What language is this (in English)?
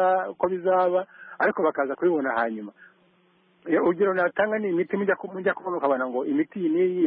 Kinyarwanda